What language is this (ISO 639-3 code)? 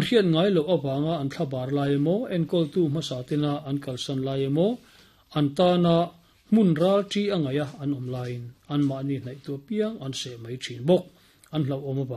lus